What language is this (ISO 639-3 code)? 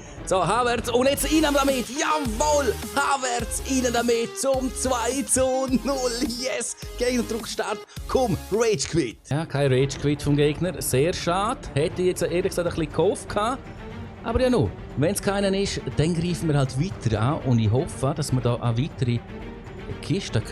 gsw